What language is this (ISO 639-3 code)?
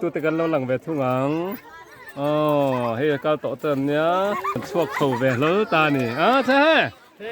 lus